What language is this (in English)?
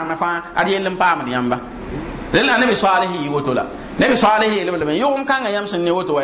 Mossi